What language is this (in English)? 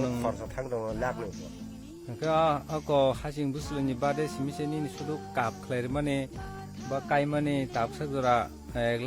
Kok Borok